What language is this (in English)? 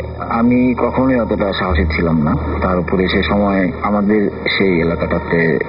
Bangla